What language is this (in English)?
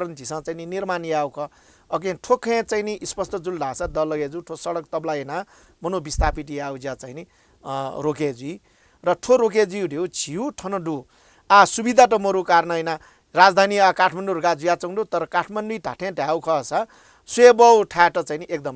Newari